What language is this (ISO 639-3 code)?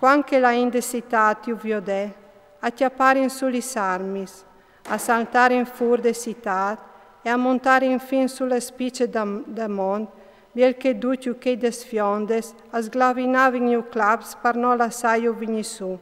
fur